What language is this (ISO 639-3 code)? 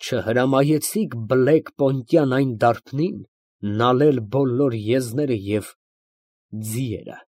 hye